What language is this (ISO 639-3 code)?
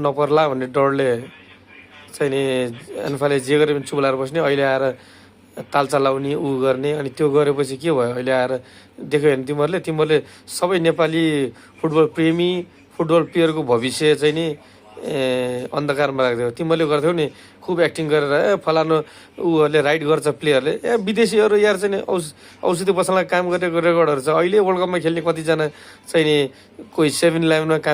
nep